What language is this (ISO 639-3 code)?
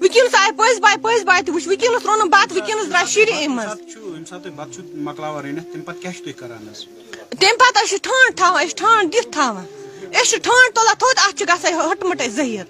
kas